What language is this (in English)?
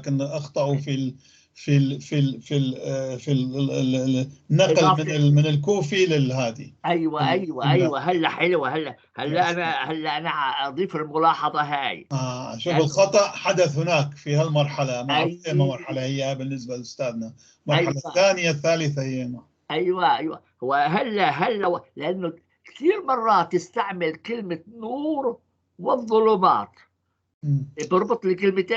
North Levantine Arabic